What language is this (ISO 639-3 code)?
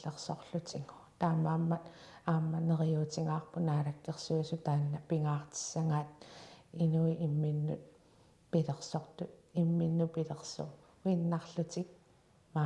kal